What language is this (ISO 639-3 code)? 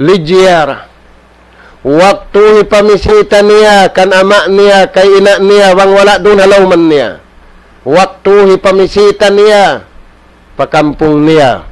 tsg